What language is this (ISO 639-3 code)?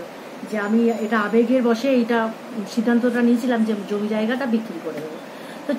ben